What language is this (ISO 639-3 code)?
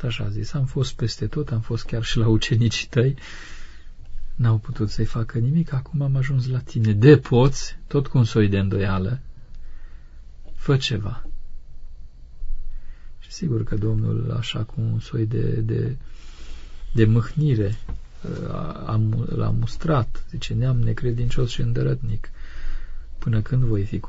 ron